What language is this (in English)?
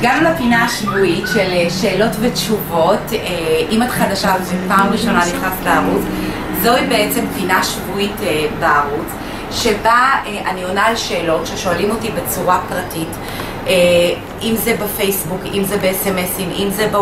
Hebrew